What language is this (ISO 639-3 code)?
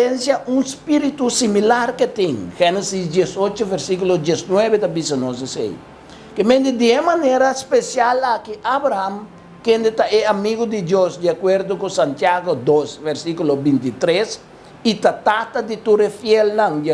pap